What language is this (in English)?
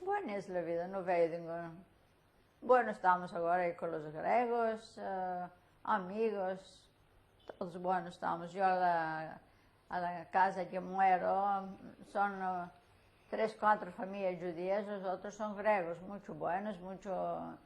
Ladino